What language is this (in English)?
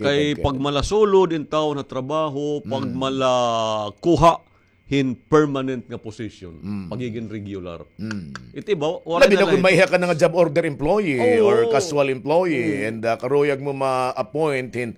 Waray